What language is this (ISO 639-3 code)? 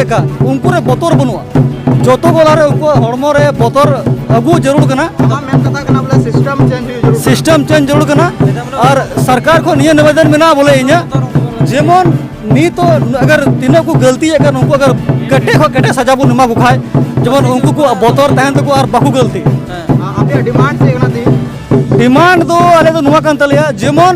sat